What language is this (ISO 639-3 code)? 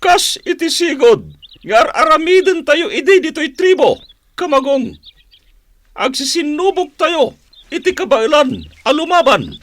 ilo